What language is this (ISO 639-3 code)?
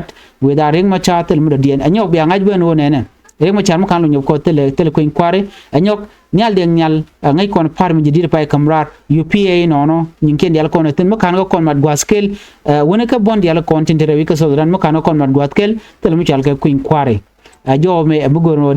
nus